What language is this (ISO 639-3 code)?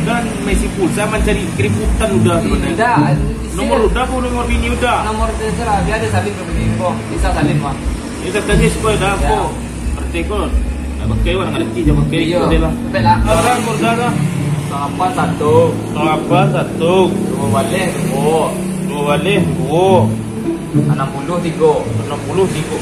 min